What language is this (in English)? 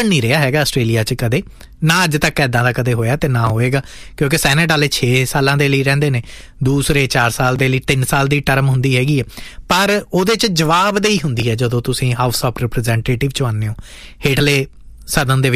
Punjabi